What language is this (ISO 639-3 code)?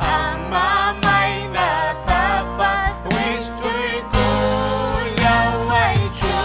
quy